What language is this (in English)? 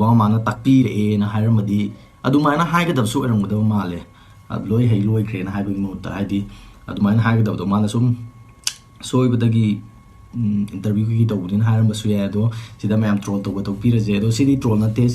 Manipuri